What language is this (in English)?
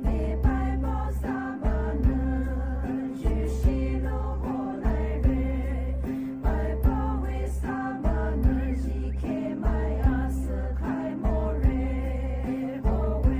Poumei Naga